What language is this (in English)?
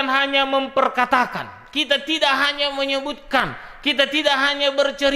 Batak Simalungun